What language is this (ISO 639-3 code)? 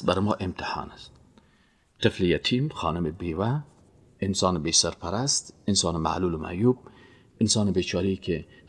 fas